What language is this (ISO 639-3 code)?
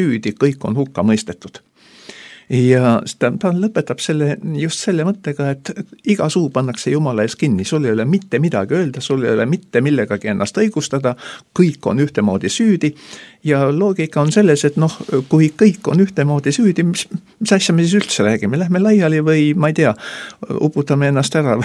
est